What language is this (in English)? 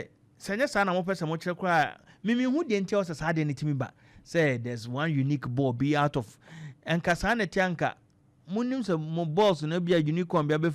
Akan